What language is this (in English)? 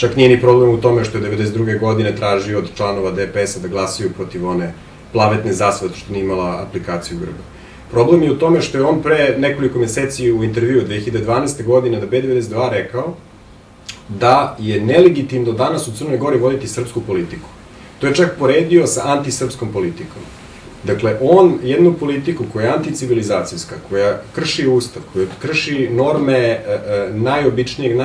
Bosnian